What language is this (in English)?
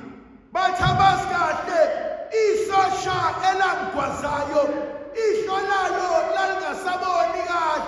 Zulu